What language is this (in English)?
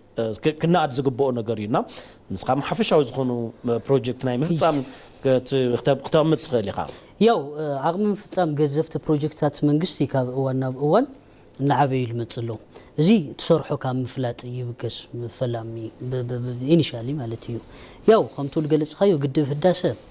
Tigrinya